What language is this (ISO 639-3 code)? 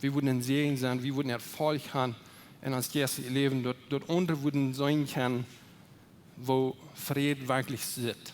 pdt